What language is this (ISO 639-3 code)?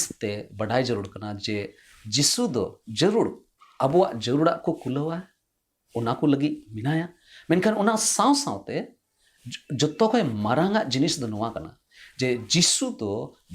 sat